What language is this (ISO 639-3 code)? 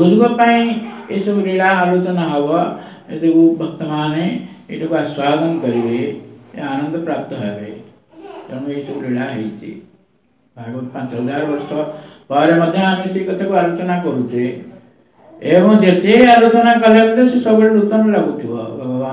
ori